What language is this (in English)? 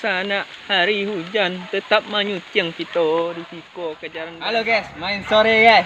Minangkabau